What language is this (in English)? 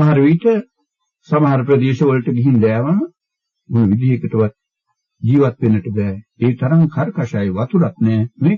Sinhala